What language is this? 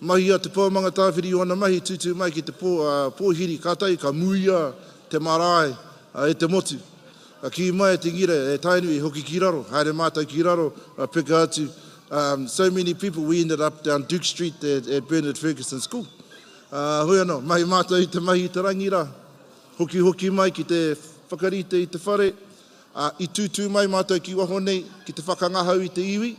Māori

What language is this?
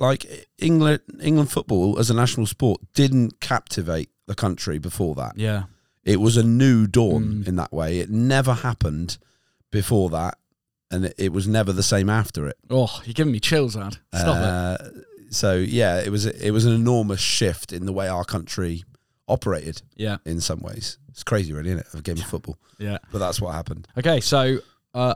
English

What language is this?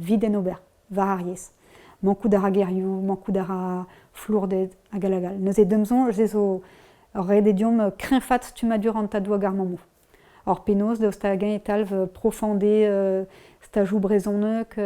Breton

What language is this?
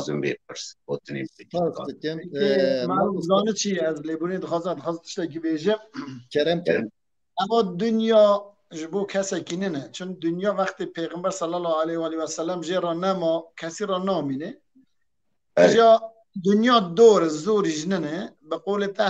Kurdish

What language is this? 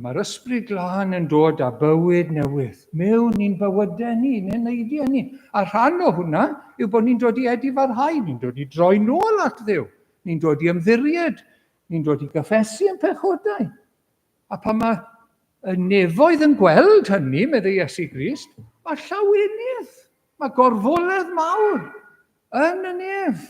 Welsh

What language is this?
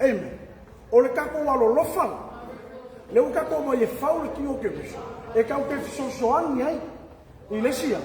Samoan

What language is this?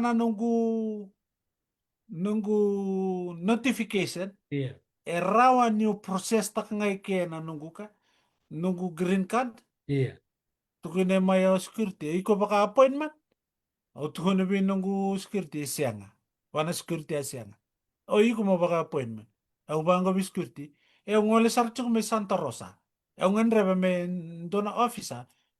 Fijian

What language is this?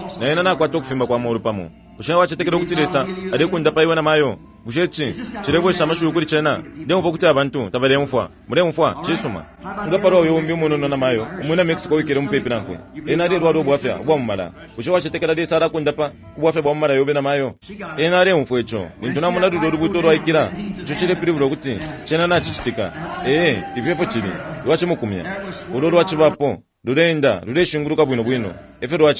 Bemba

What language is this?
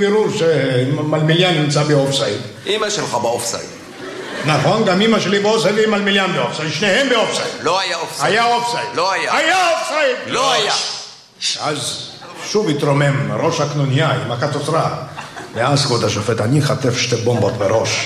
Hebrew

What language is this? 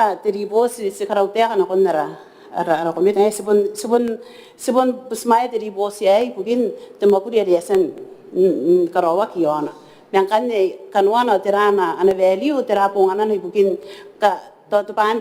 Gilbertese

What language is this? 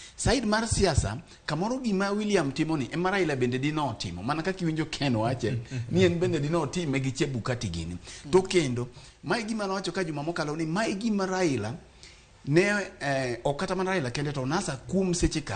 Luo (Kenya and Tanzania)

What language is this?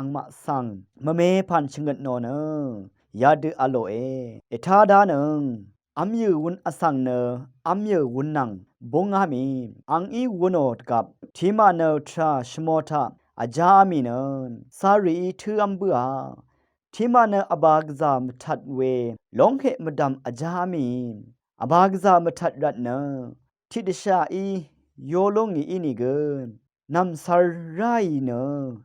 Rawang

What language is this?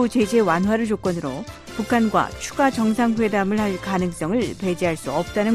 Korean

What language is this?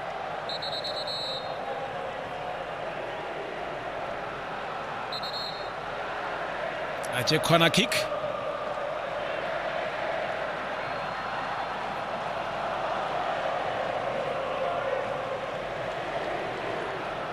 Tswana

